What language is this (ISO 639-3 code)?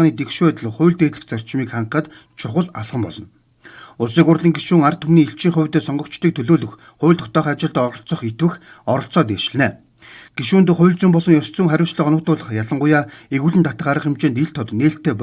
mon